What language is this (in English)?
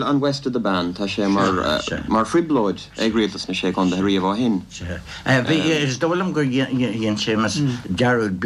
Irish